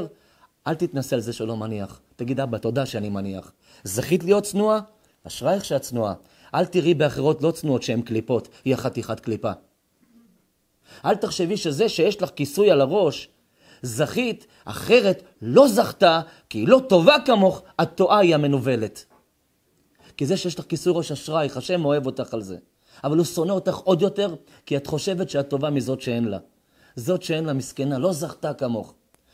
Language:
Hebrew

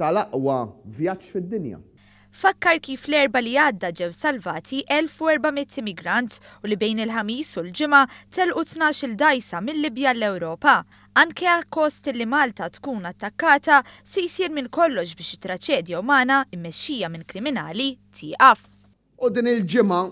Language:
Maltese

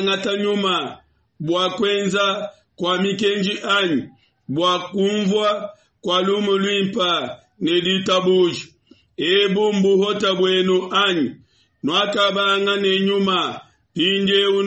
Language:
Luba-Lulua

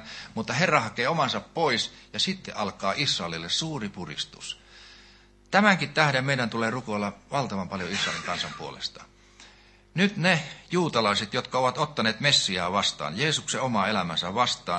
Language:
Finnish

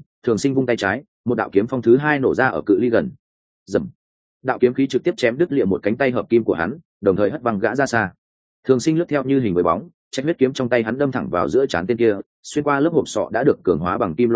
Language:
Vietnamese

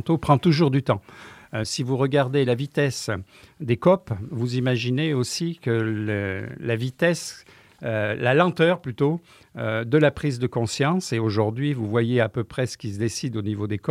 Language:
French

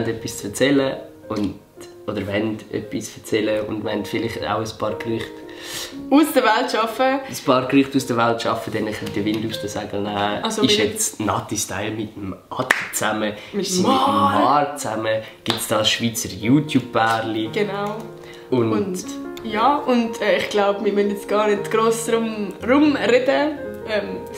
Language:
Swiss German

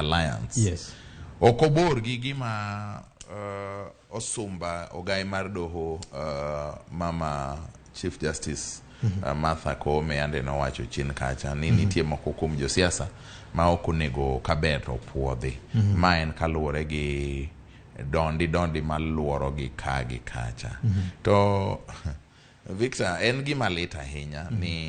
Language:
Luo (Kenya and Tanzania)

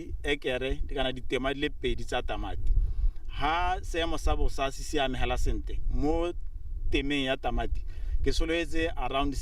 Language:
Tswana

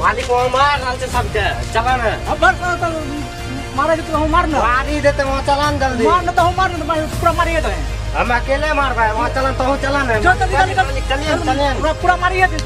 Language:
Maithili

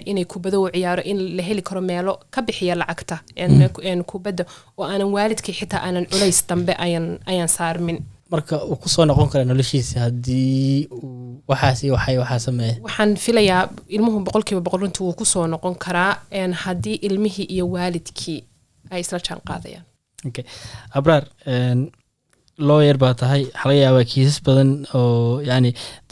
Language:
Somali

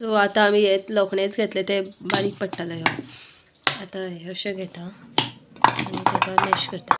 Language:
Konkani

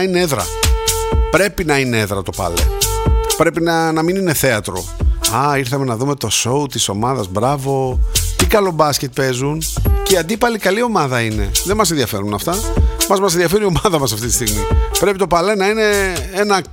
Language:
Greek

